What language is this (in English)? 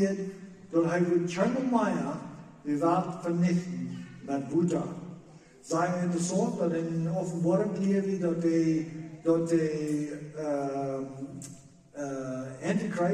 Plautdietsch